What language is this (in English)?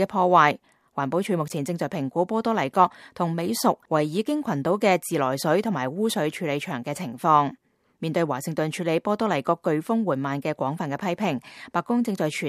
Cantonese